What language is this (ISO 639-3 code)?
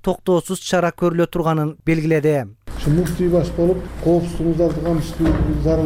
kir